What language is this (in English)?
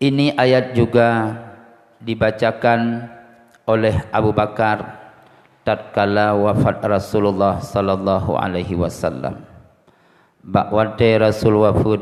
Achinese